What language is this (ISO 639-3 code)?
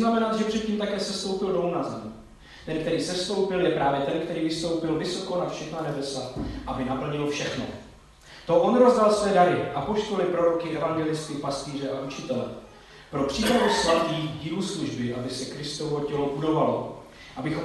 ces